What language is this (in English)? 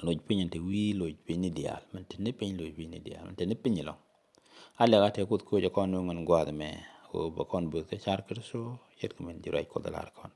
Nuer